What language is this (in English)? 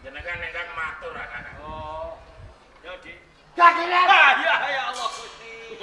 Javanese